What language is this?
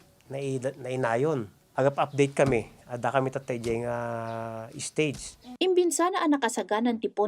Iloko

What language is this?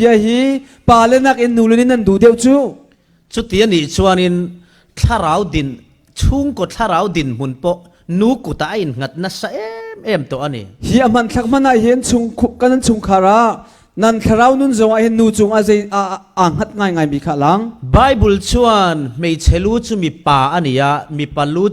Falam Chin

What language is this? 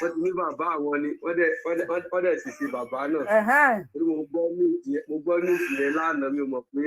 Yoruba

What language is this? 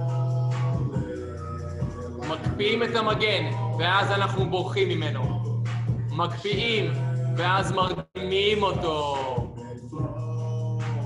Hebrew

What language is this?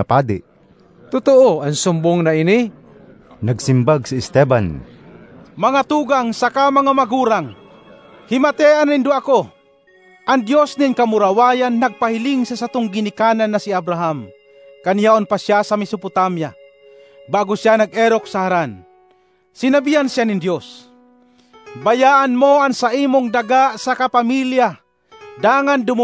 Bikol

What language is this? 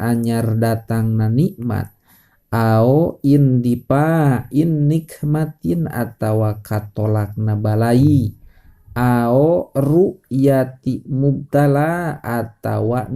Sundanese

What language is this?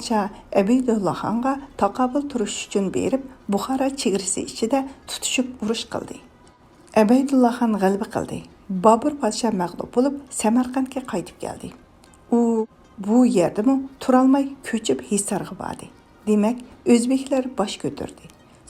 Uyghur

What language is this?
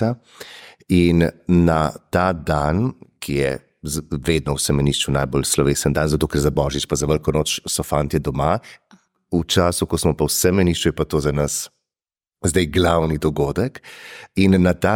Slovenian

